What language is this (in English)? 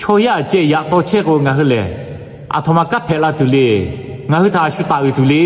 Lahu